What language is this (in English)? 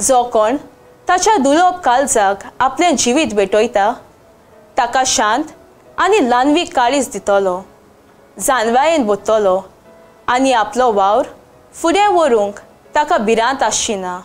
Konkani